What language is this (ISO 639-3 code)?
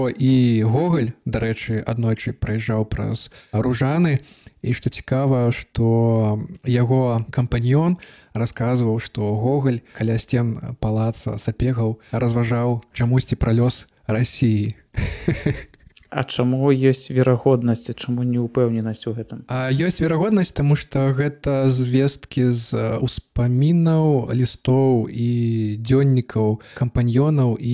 bel